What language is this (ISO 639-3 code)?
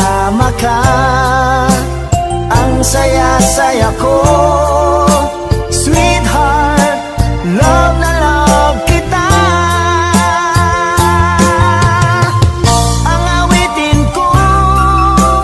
fil